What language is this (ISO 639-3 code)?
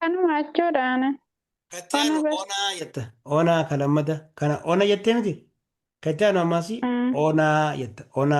orm